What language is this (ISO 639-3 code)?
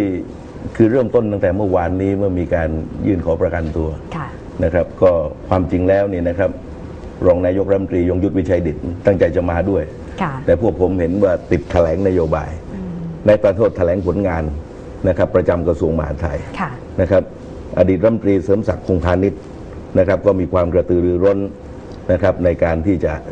tha